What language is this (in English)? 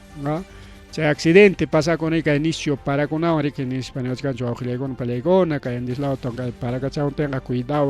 Ayacucho Quechua